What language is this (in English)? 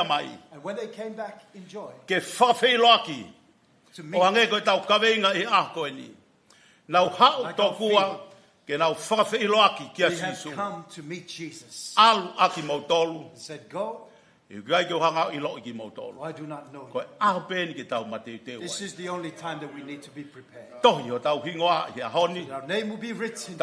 Tongan